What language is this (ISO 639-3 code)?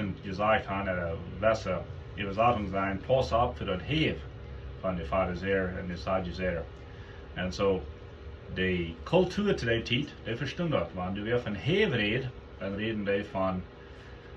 pdt